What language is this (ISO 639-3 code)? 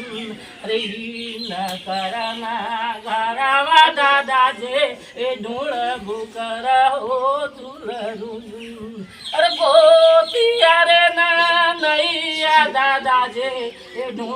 mag